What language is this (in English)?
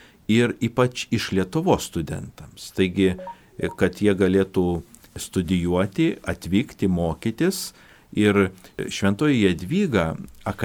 Lithuanian